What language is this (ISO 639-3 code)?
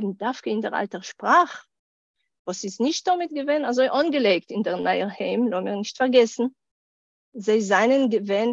yid